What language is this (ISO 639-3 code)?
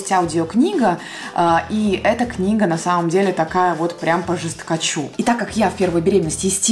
rus